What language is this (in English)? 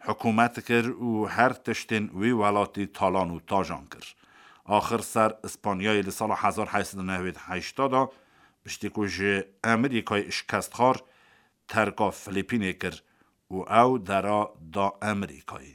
Kurdish